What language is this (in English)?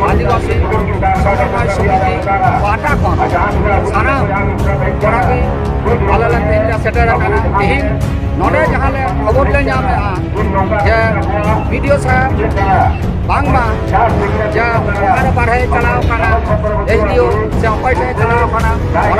Santali